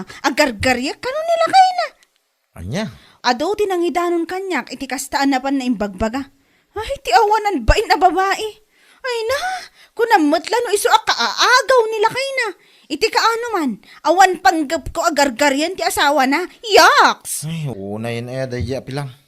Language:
Iloko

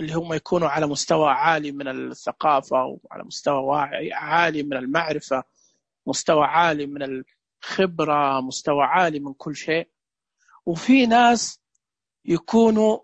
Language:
Najdi Arabic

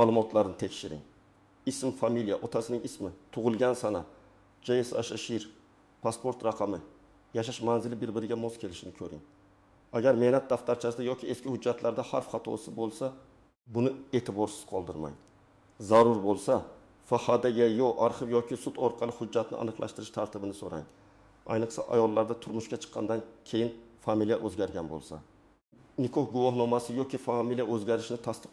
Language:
Uzbek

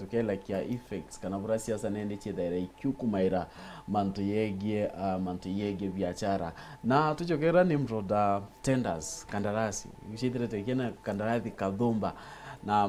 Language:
Meru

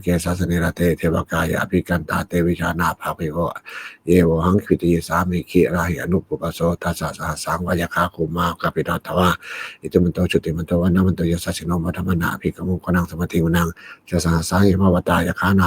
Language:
Pali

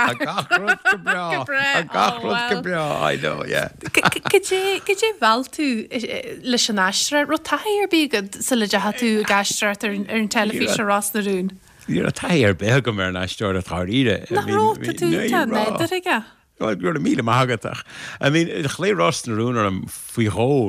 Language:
Irish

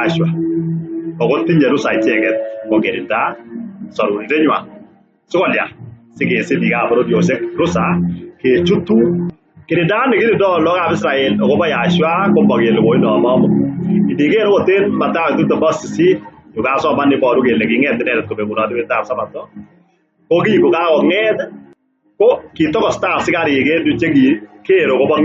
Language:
Kalenjin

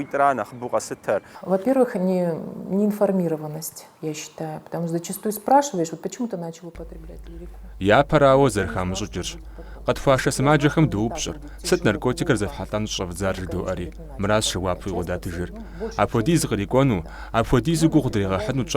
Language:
Kabardian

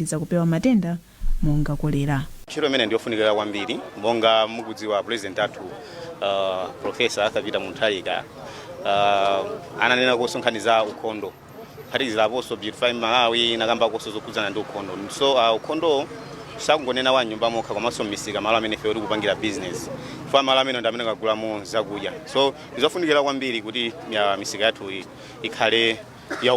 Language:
Nyanja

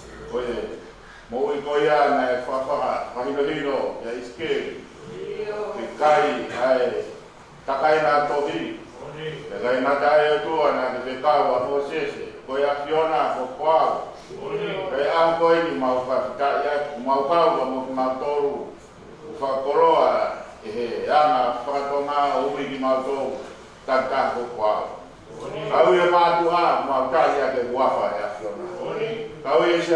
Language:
Tongan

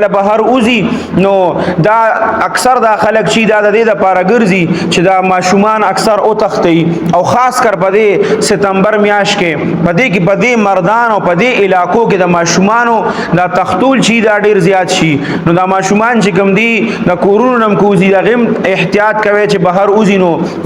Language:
Pashto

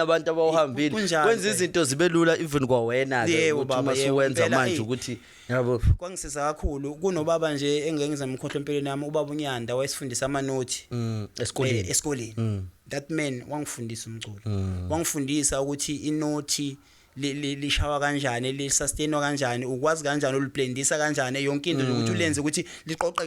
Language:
Zulu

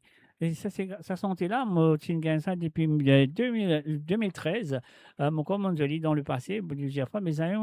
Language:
Morisyen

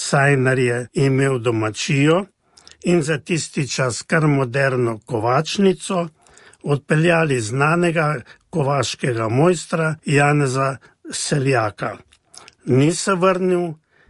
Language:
Slovenian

